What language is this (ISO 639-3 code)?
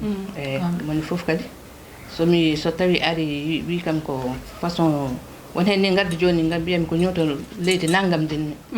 ful